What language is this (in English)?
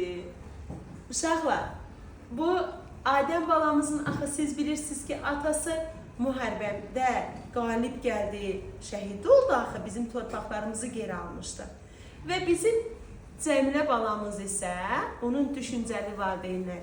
Azerbaijani